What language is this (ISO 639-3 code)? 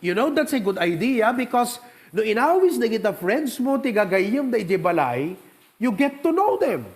ilo